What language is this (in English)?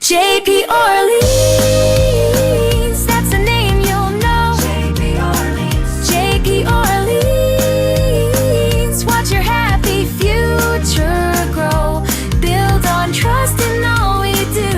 Hiligaynon